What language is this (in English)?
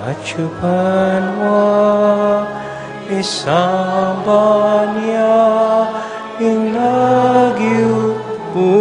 Pampanga